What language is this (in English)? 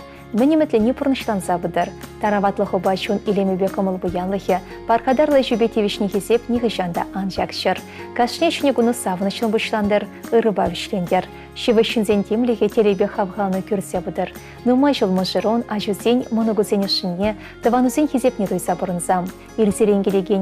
Chuvash